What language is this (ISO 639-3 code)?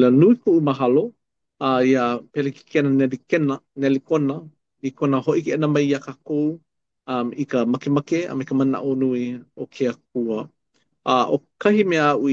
haw